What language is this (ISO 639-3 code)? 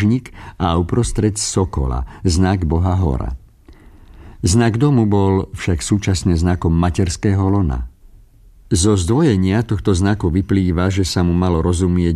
slk